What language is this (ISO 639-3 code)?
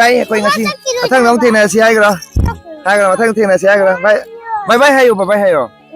mni